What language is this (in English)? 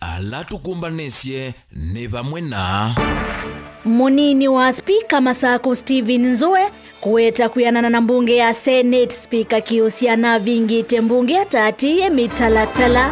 Kamba